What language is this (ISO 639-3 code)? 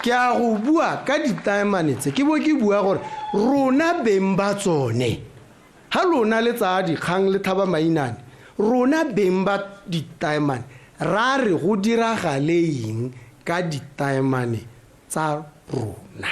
tsn